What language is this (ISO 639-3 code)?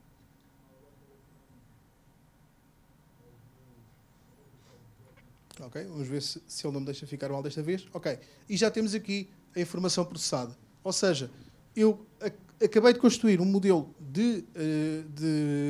por